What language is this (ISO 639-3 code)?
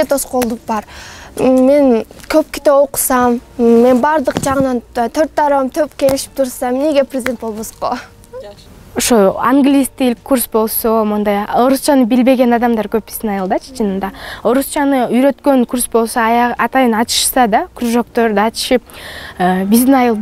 kir